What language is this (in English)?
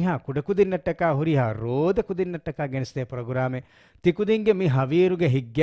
Divehi